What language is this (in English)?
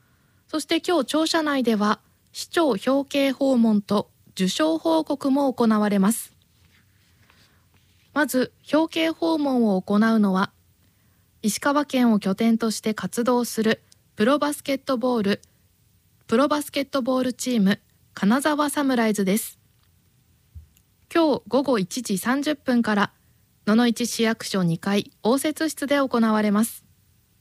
Japanese